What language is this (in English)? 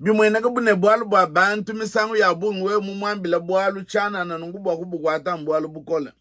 Luba-Lulua